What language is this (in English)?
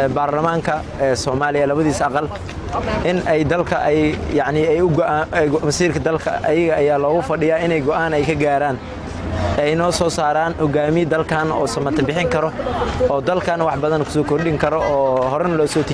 Somali